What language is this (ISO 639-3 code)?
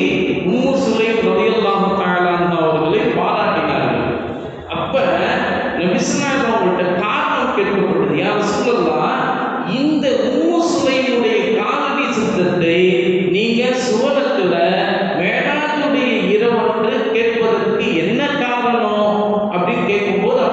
tam